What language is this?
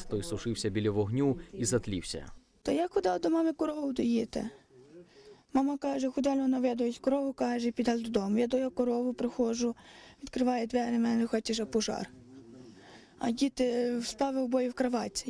Ukrainian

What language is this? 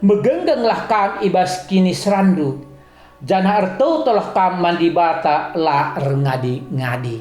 Batak Karo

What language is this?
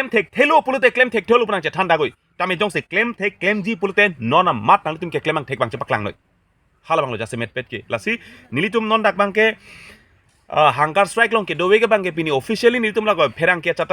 Karbi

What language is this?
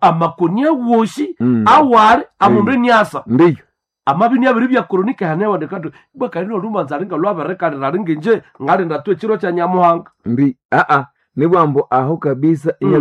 Nande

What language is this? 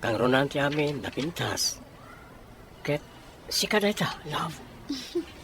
Iloko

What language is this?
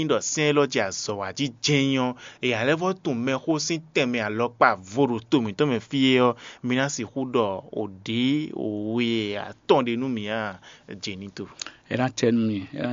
Fon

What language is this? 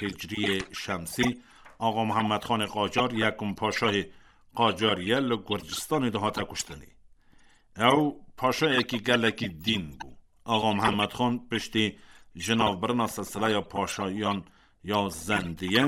Kurdish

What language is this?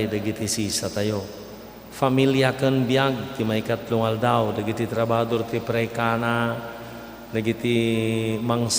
Iloko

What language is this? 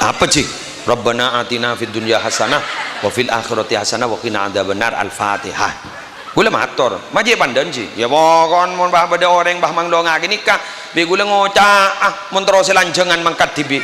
Madurese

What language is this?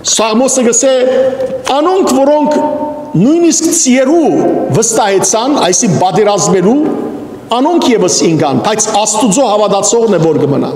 Western Armenian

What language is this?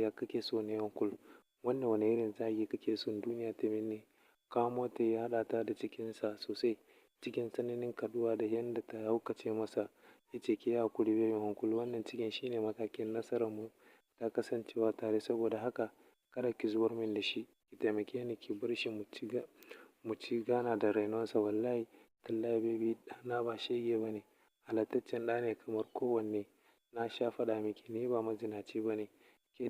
Hausa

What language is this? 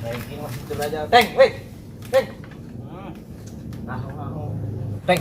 Betawi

